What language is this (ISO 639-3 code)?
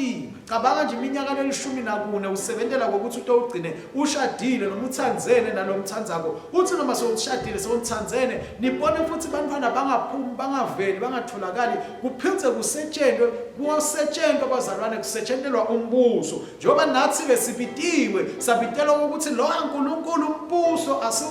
ssw